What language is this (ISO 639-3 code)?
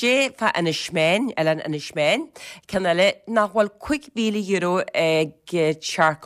gle